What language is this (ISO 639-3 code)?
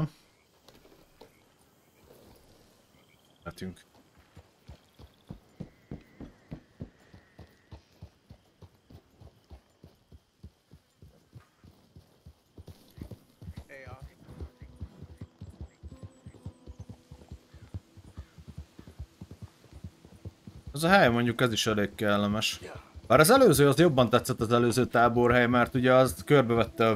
hun